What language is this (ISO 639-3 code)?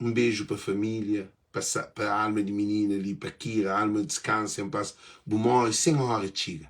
kea